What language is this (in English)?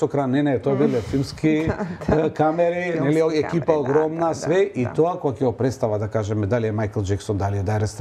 Macedonian